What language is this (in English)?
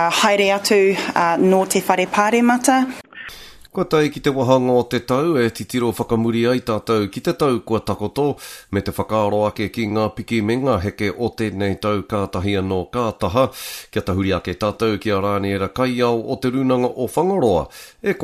Māori